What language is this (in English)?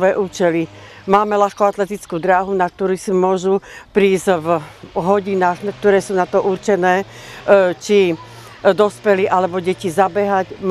Slovak